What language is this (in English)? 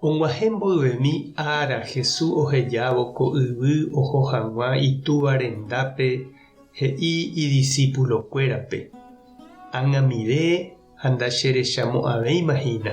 Guarani